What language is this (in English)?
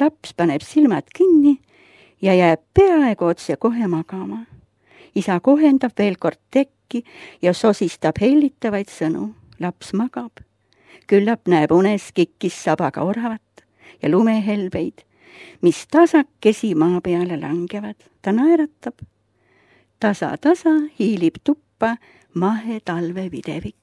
Estonian